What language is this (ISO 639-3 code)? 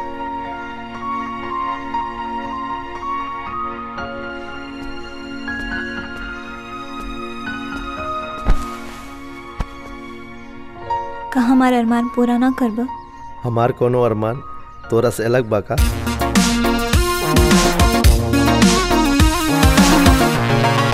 bho